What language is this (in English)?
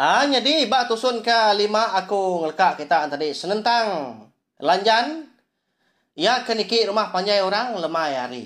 Iban